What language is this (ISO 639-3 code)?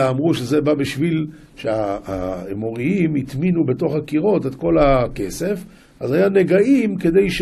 heb